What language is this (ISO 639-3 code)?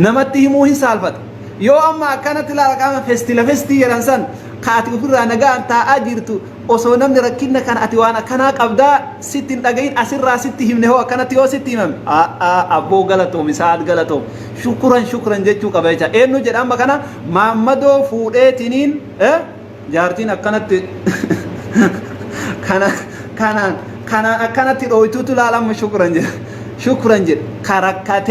orm